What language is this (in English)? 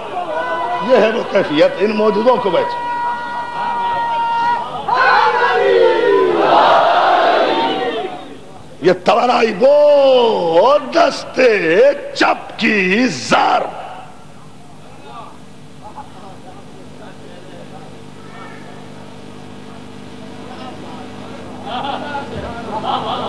Urdu